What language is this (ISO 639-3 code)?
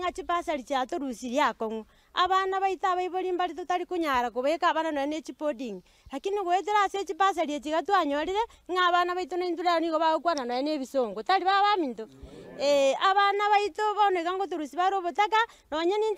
guz